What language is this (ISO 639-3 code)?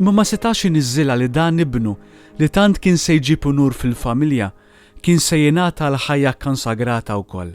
mlt